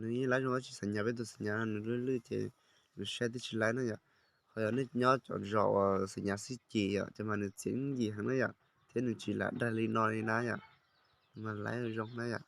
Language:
Hmong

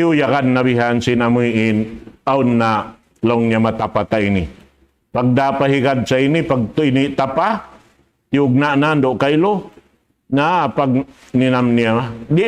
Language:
Tausug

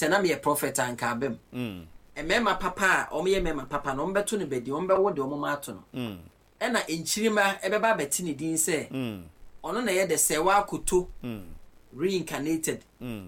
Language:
Akan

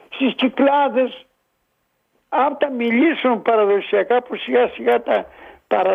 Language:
Greek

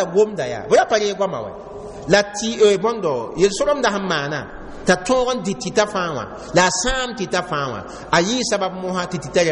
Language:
Mossi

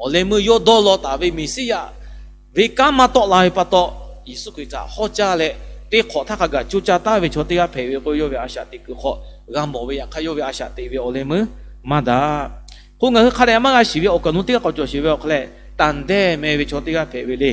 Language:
Lahu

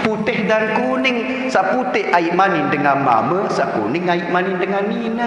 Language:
Sasak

